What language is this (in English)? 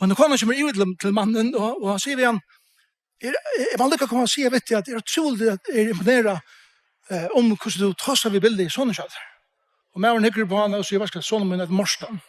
Faroese